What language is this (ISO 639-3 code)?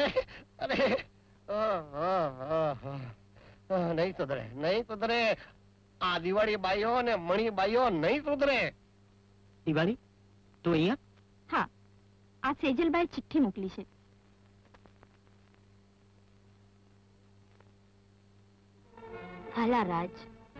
guj